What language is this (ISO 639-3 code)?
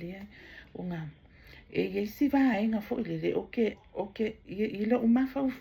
smo